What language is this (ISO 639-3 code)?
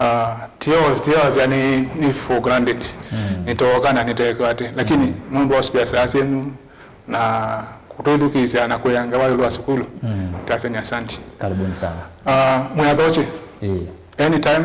kam